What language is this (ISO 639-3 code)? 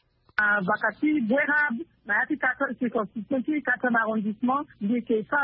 sag